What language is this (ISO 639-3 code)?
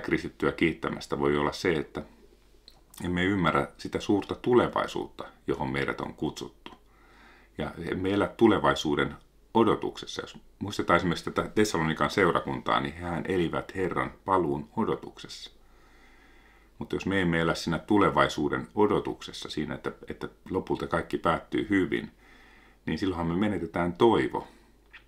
fin